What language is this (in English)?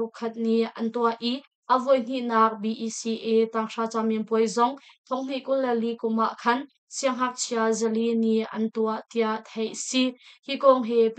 Hakha Chin